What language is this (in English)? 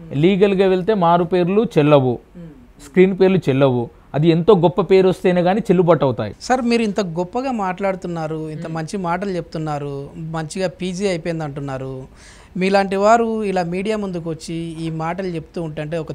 Telugu